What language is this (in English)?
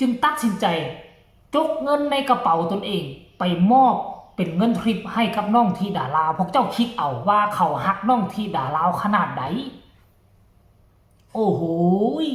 Lao